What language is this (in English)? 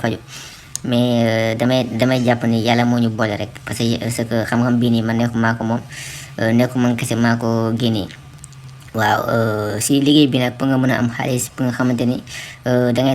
Wolof